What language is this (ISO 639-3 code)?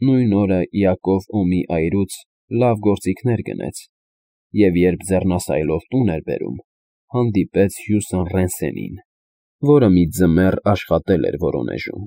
hye